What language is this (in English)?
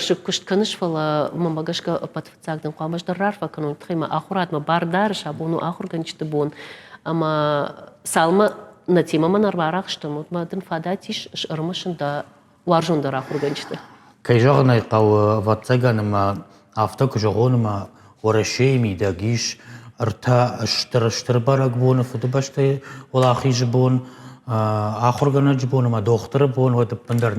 Ossetic